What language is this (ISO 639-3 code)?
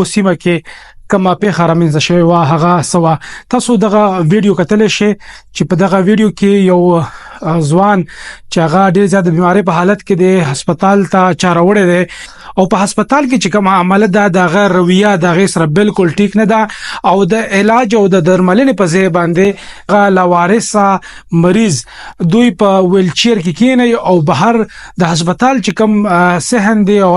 pus